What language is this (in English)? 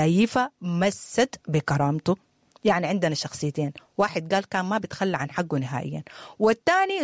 Sudanese Arabic